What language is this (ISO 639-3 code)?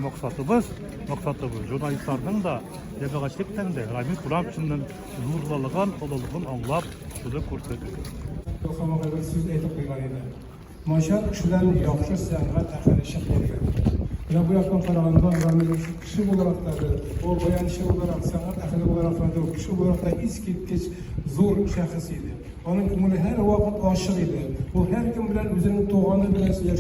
tat